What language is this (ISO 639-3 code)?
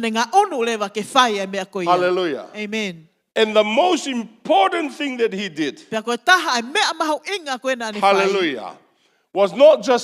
ton